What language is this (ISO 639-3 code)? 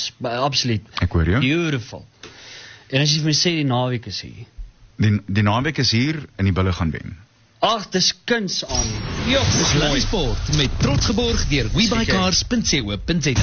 afr